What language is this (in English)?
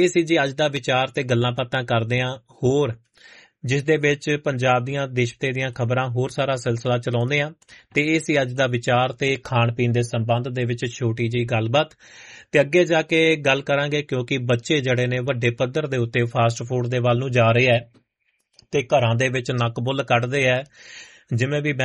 Punjabi